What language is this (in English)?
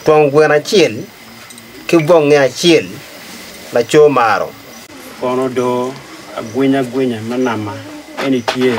Acoli